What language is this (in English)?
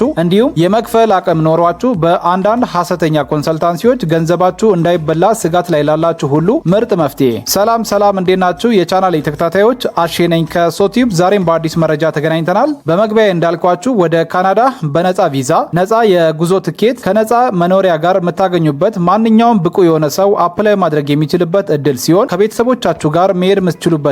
Amharic